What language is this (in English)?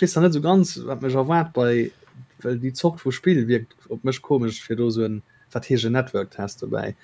Luxembourgish